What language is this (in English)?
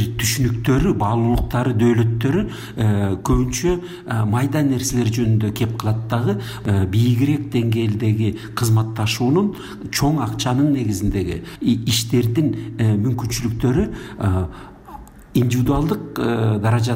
Kyrgyz